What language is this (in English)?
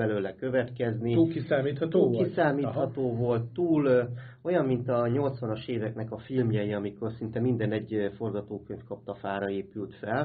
Hungarian